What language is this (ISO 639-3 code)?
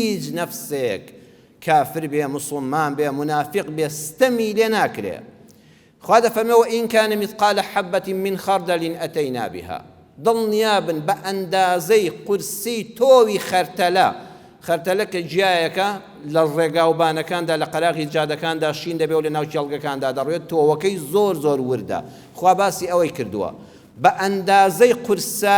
ckb